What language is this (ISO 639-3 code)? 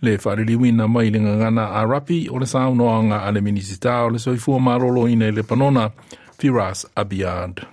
smo